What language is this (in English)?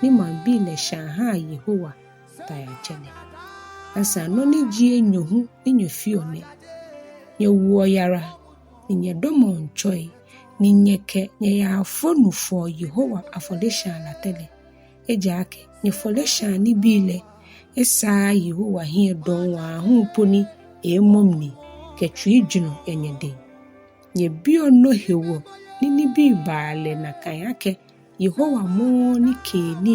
Ga